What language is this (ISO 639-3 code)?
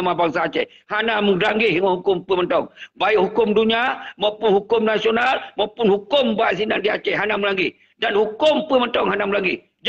ace